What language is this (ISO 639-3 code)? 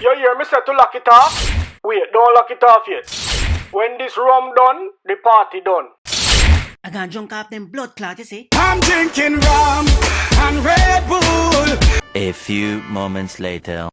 jam